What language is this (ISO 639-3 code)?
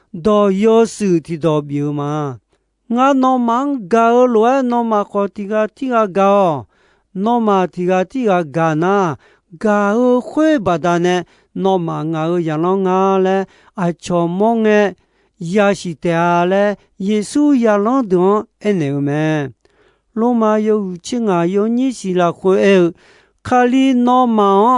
ahk